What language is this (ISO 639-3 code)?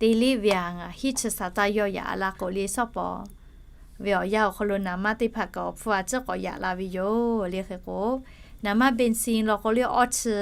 lhu